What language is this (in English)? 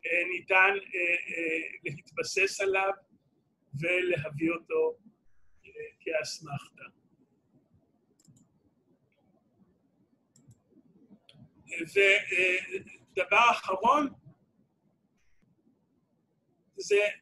Hebrew